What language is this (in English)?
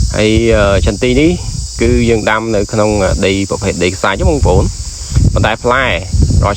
Khmer